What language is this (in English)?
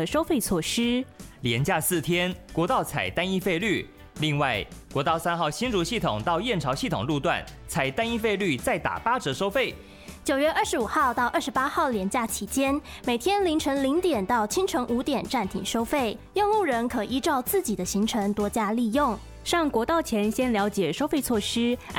Chinese